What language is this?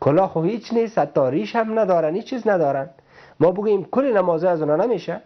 Persian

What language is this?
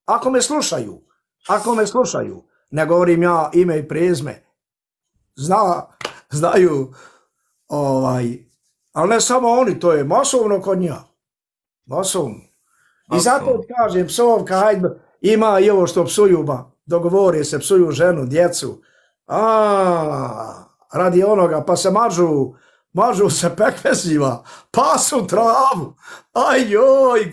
Bosnian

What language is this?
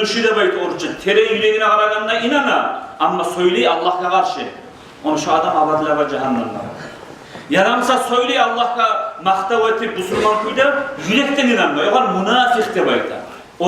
Kumyk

